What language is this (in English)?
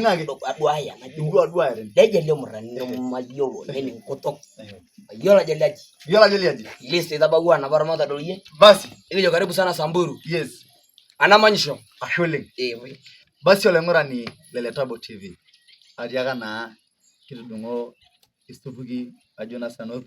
Masai